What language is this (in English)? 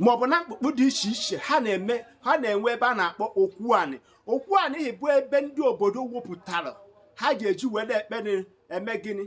Igbo